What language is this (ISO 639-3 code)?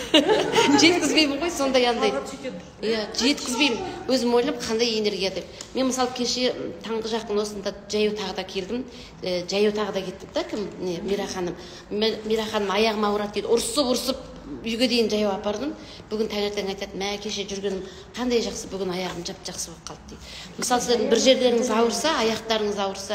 kaz